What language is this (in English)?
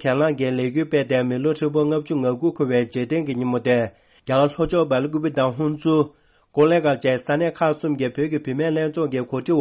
Tibetan